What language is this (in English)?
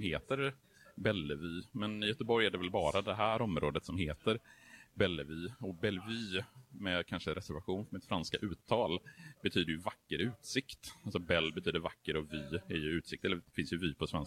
Swedish